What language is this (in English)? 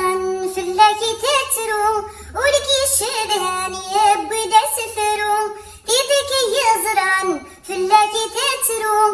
Kabyle